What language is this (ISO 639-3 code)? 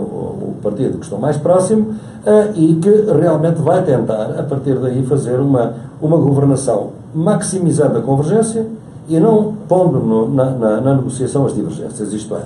por